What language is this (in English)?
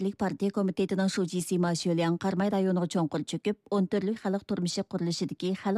Uyghur